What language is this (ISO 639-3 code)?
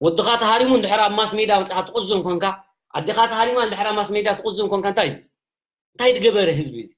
tir